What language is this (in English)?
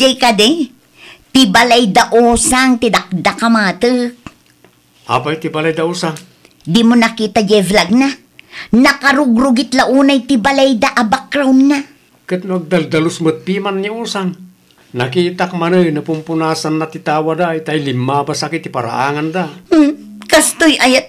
Iloko